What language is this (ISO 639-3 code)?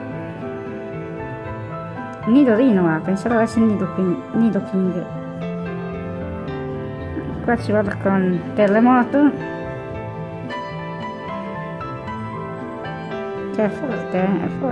ita